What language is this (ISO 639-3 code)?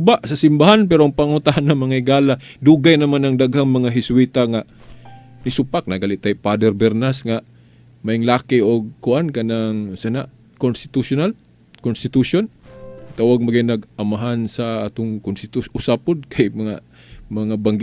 ceb